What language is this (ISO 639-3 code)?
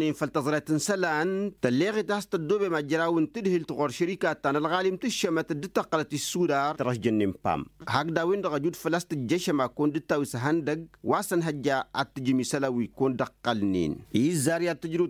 taq